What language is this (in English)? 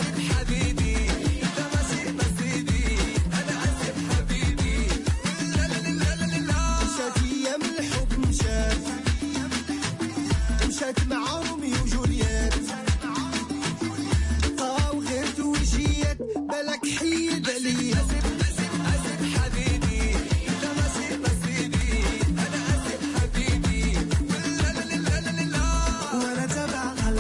Moroccan Arabic